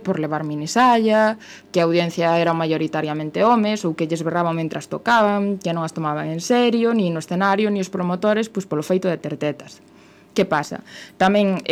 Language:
Galician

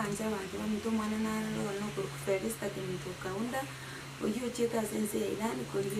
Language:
Gusii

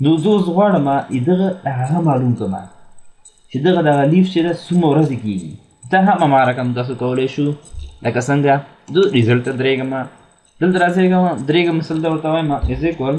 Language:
Pashto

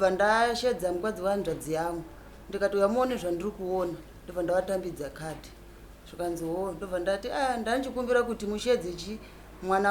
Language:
Shona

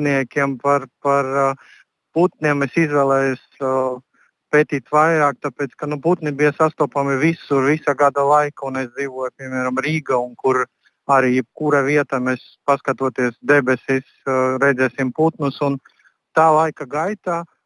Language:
Latvian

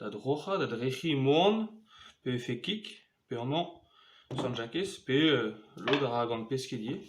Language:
Breton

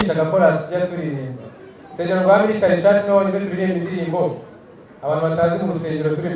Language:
Kinyarwanda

